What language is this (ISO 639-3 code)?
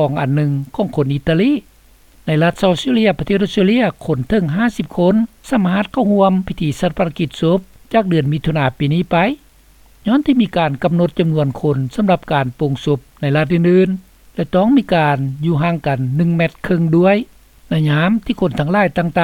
lao